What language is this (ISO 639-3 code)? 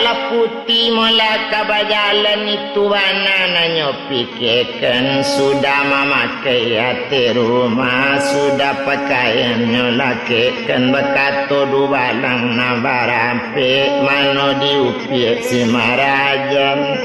min